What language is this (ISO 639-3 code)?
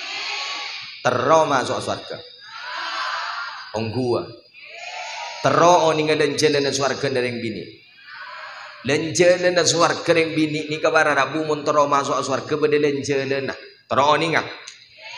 mad